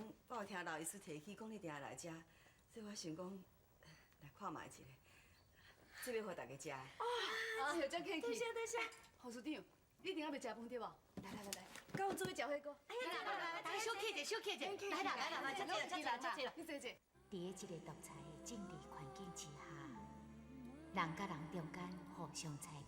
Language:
Min Nan Chinese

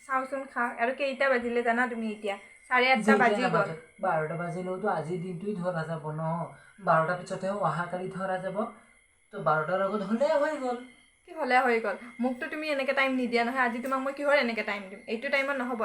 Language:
Assamese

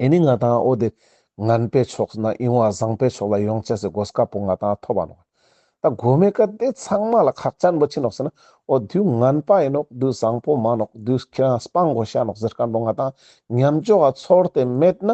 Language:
Ladakhi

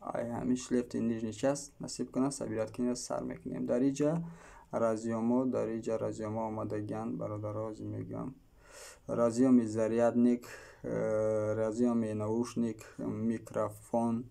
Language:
Tajik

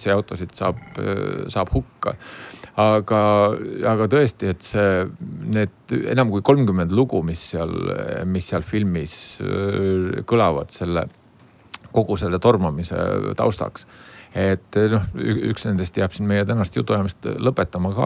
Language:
Estonian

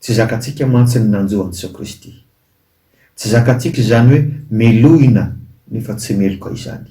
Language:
Malagasy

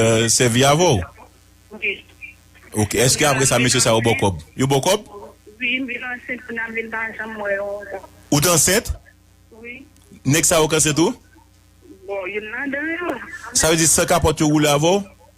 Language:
Haitian Creole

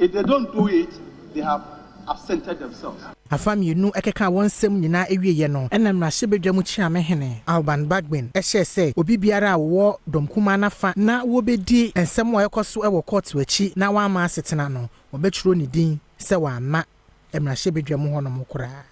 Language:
Akan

